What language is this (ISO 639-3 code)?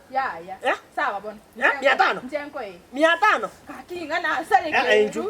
guz